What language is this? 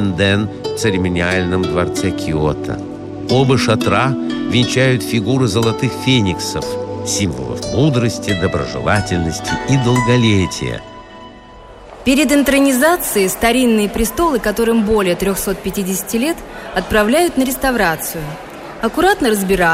Russian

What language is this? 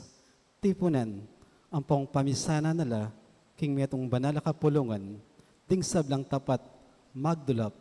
Pampanga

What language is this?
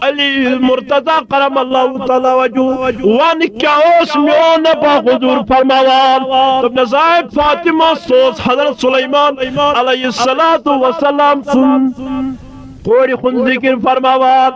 Kashmiri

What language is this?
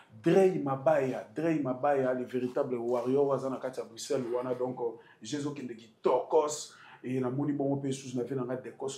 Lingala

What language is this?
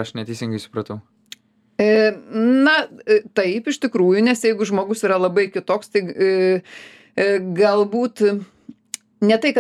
Lithuanian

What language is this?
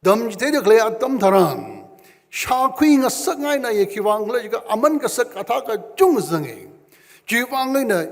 Tangkhul Naga (India)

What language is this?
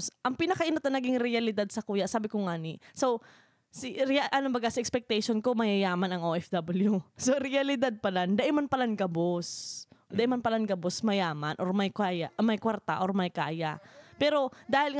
Bikol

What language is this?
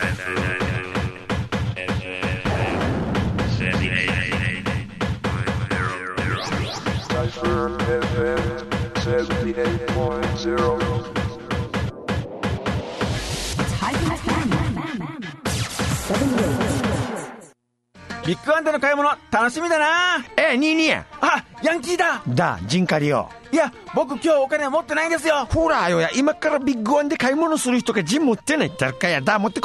Japanese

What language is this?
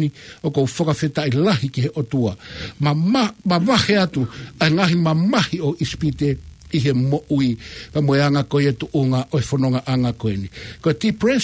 Tongan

